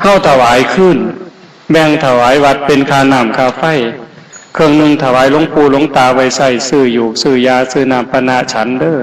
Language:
Northeastern Thai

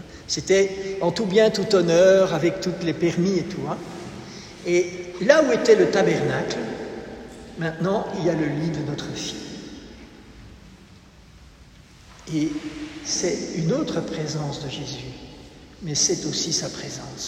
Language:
French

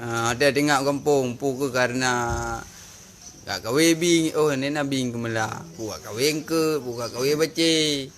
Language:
Achinese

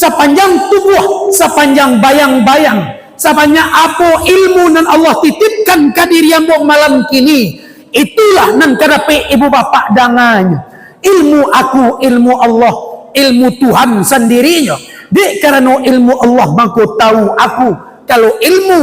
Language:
Minangkabau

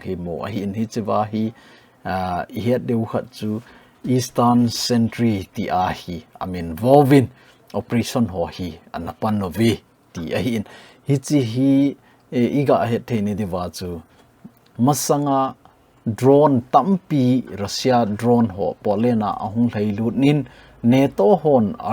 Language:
Thado Chin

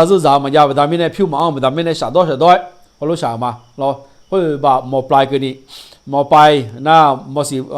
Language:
Akha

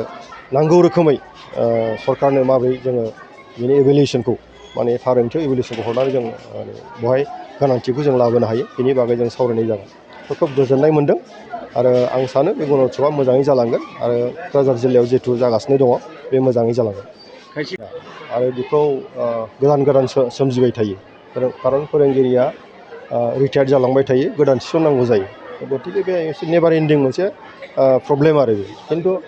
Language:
Bodo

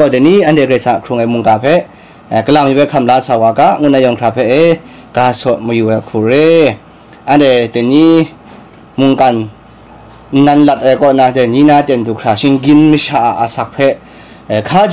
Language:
Kachin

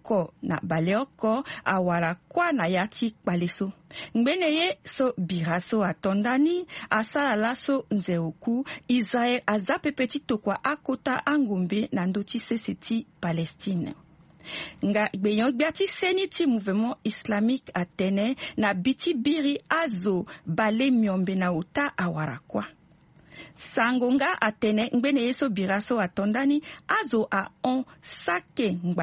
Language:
Sango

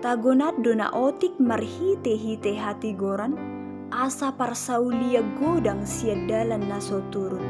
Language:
Batak Toba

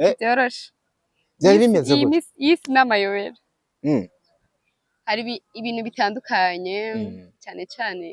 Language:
Rundi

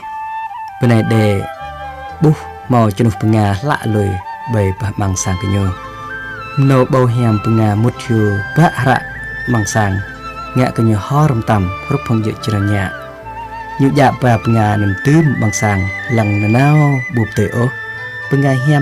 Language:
Jarai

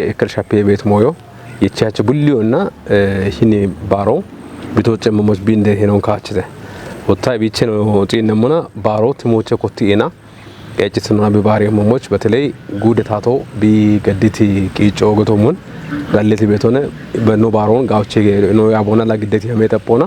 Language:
Kafa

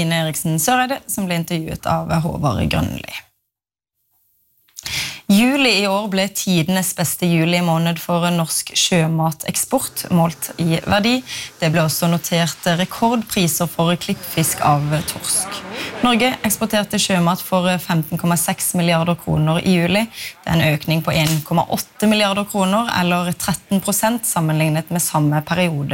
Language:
Norwegian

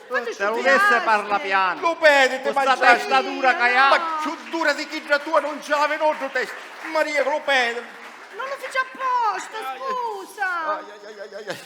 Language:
Sicilian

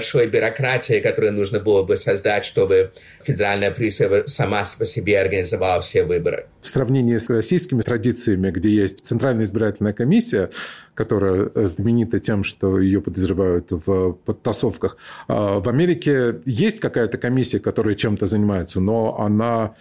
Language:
Russian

